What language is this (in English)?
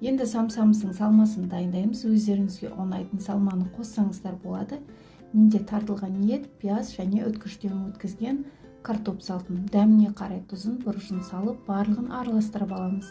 Kazakh